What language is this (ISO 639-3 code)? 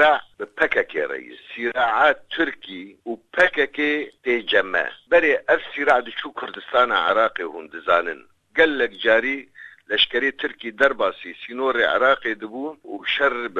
kur